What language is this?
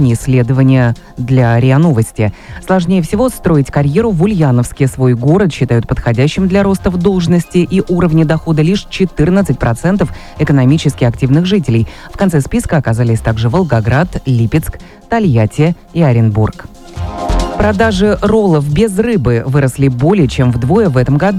Russian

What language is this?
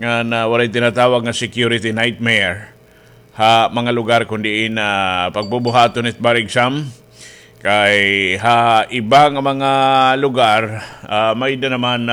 Waray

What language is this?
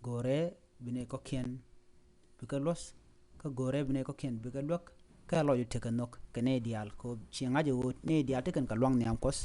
Nuer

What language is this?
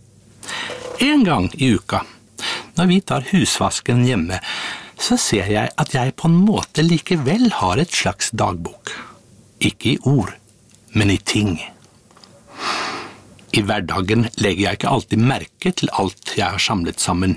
Norwegian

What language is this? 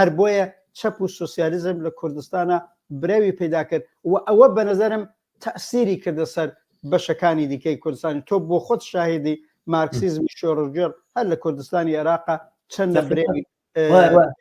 Central Kurdish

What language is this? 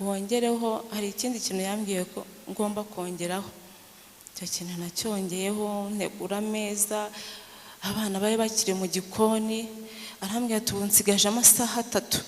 Kinyarwanda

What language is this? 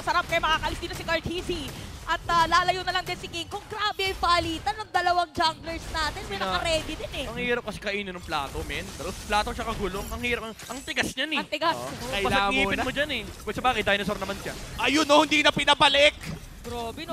Filipino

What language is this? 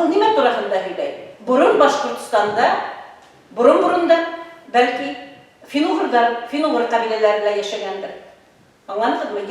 Bashkir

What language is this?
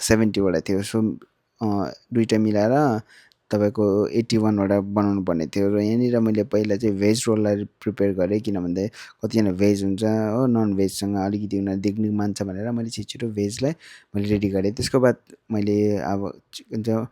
Nepali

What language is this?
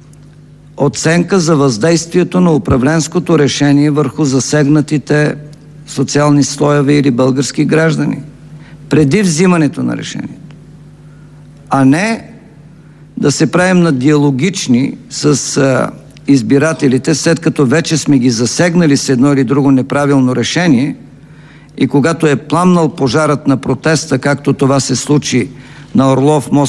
Bulgarian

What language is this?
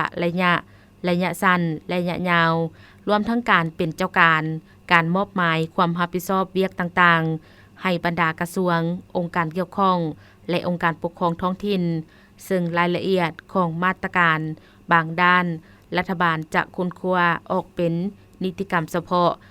Lao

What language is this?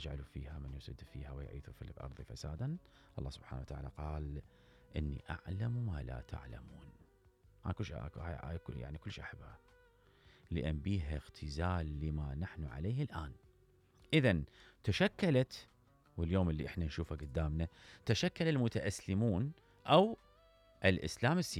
Mesopotamian Arabic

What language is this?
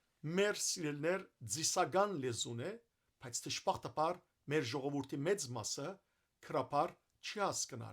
Western Armenian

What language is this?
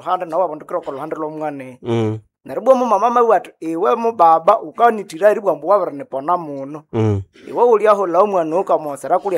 Nande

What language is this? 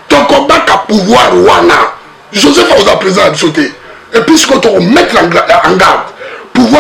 Lingala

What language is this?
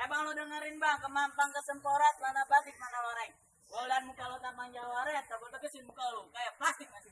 Betawi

